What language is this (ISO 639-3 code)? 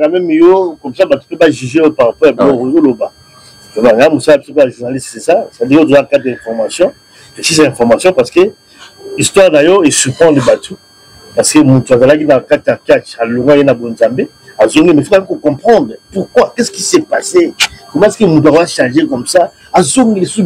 lin